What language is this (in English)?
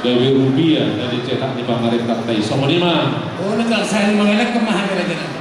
Batak Toba